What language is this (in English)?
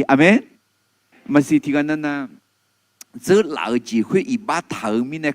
Akha